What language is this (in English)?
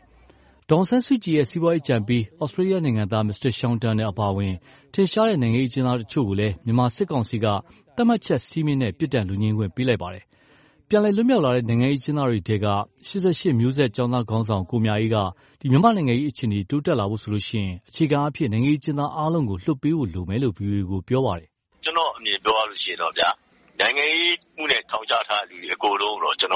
Burmese